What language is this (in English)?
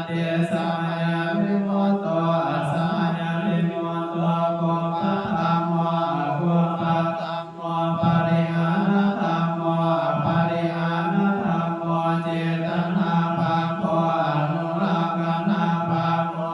Pali